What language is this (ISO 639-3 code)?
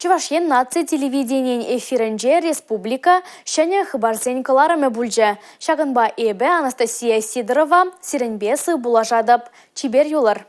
chv